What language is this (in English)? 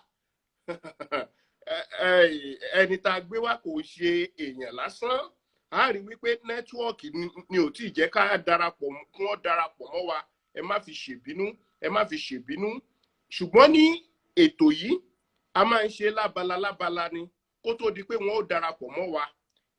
Yoruba